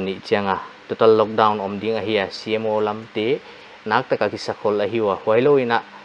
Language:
Paite Chin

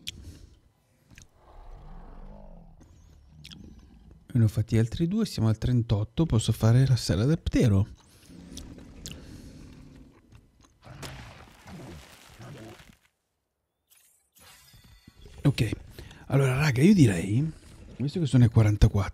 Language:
Italian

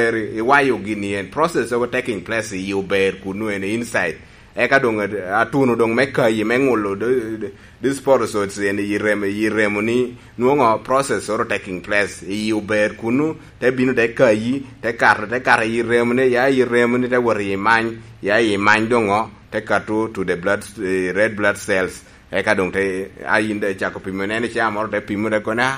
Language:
Lango (Uganda)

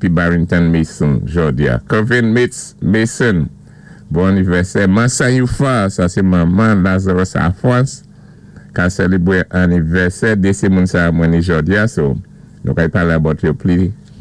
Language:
Saint Lucian Creole French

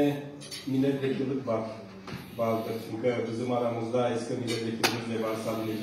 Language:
Crimean Tatar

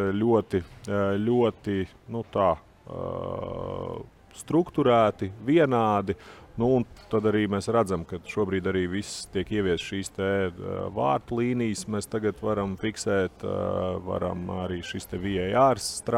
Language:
Latvian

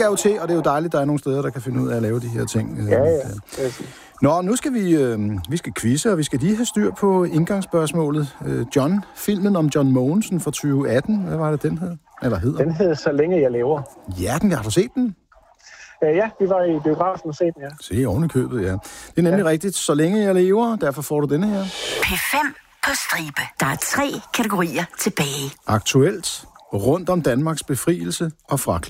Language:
Danish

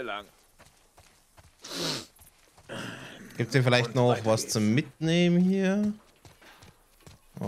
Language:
German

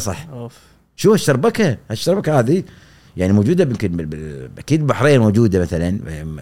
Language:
Gulf Arabic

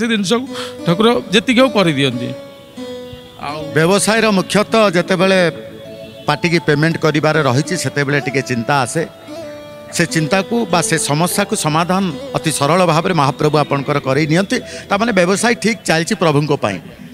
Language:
Odia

